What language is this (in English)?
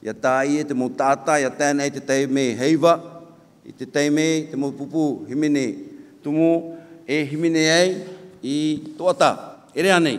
Tahitian